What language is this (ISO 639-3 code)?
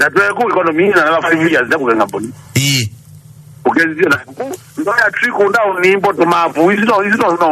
kam